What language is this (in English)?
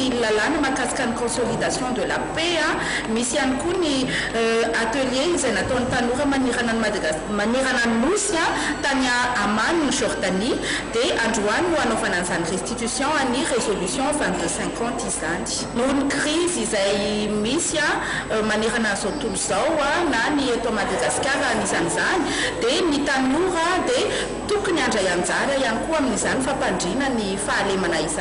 Malagasy